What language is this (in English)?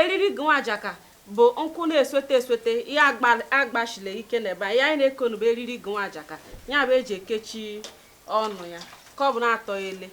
Igbo